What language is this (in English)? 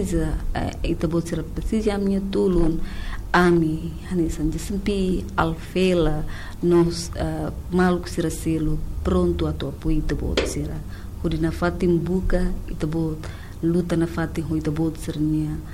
Tetum